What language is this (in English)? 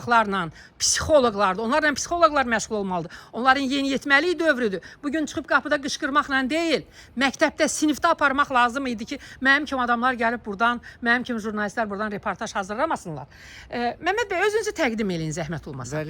Azerbaijani